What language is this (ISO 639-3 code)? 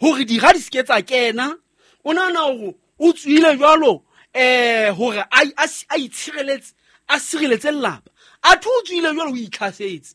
sot